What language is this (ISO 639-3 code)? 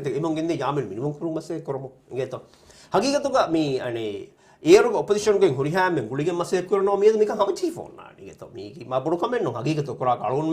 div